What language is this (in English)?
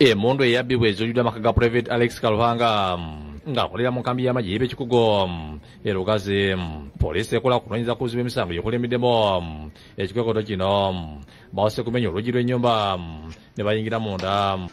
Ganda